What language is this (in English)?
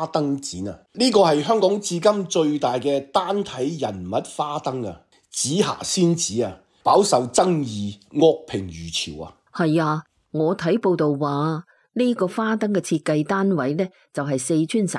Cantonese